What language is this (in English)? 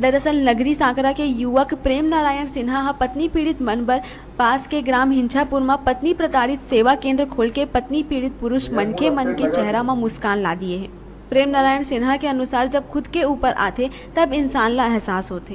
Chhattisgarhi